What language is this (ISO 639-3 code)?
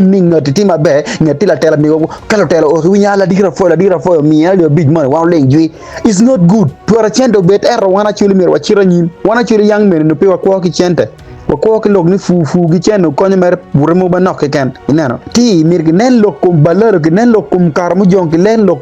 ach